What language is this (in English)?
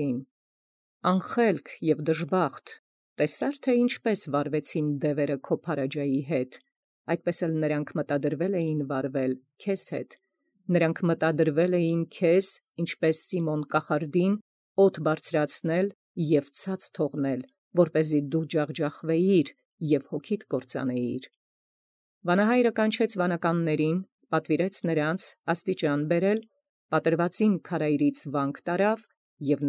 Armenian